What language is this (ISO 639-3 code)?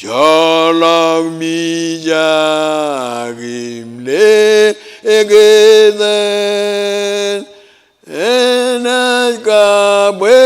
mah